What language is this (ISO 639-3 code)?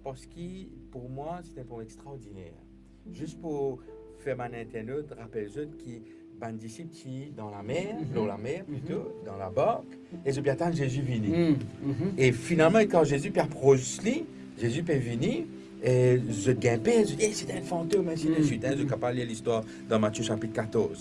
mfe